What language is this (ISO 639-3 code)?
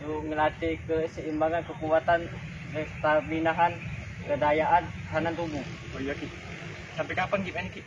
mui